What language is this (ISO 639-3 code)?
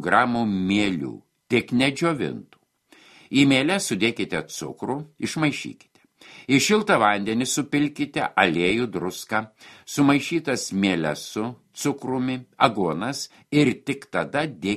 lit